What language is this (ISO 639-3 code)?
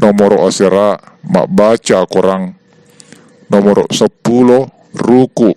bug